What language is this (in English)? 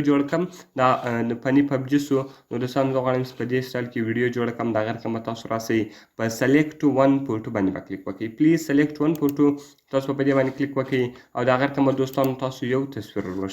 Pashto